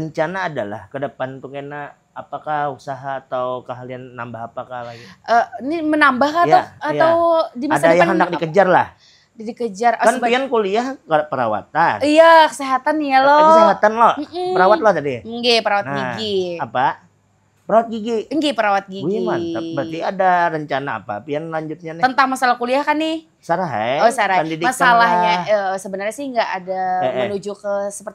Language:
Banjar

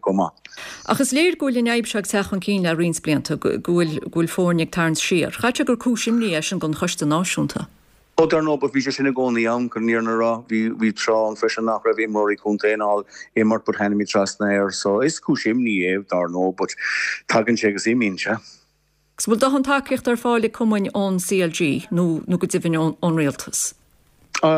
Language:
Irish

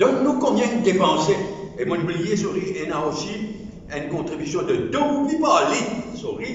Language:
Morisyen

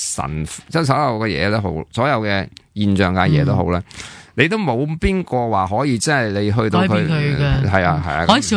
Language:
Cantonese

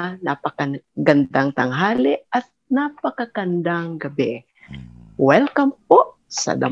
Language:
Filipino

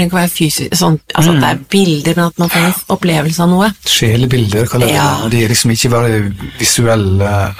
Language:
Norwegian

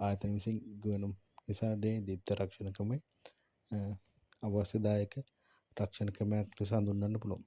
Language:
Sinhala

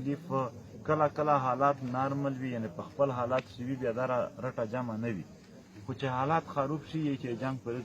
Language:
Pashto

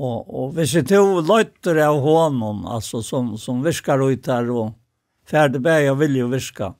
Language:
Faroese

